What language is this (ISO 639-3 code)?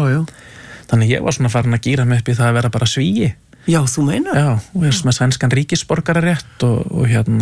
isl